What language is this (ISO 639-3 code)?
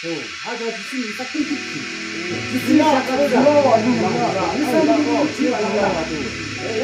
yim